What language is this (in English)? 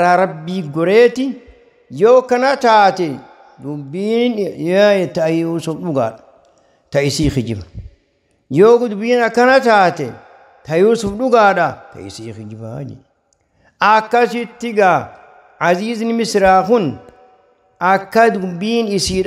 Oromo